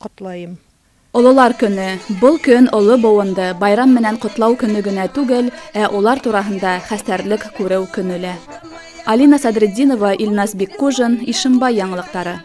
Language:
Bashkir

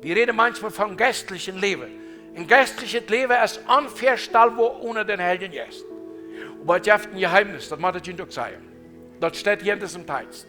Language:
Plautdietsch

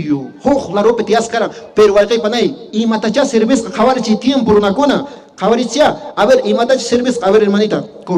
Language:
Quechua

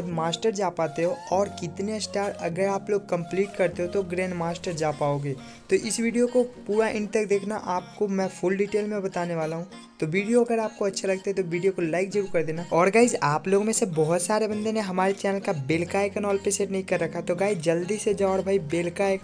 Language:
Hindi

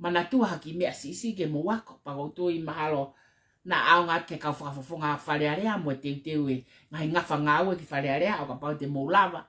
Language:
Tongan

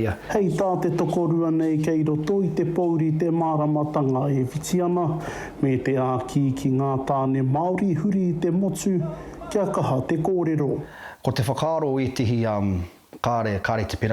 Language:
Māori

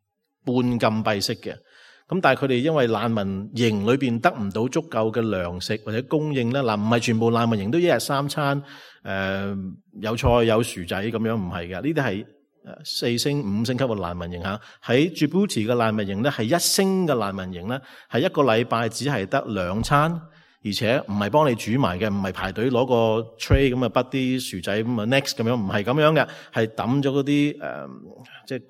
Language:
Cantonese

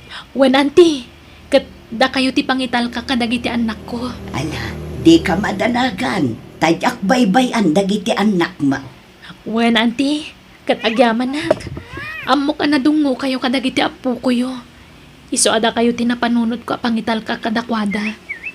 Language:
Iloko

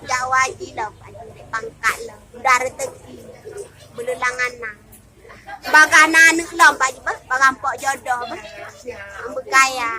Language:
Achinese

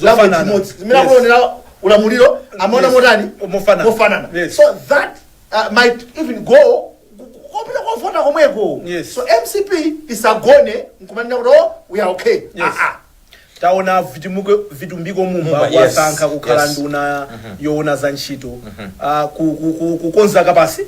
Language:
Nyanja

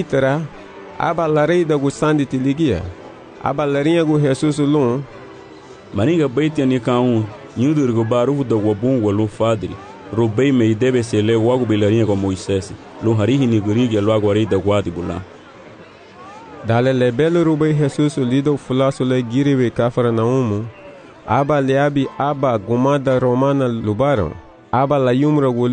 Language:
Garifuna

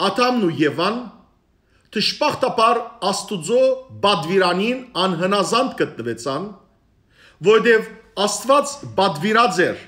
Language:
Western Armenian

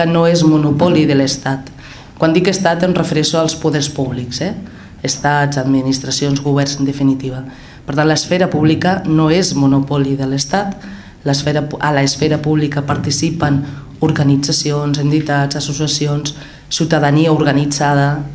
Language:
Catalan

